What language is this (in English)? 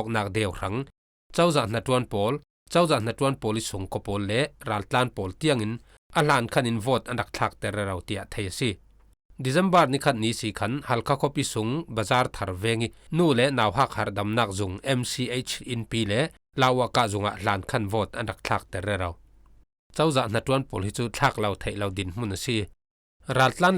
Falam Chin